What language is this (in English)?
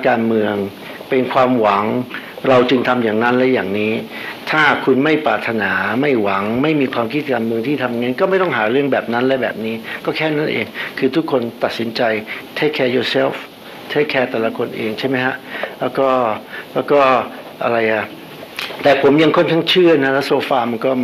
Thai